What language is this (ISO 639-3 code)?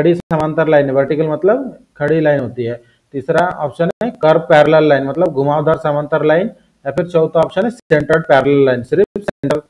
hin